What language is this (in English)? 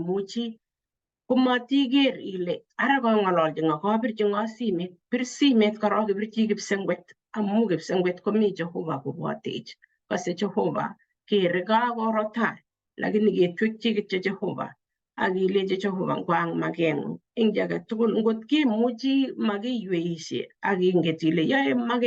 Kalenjin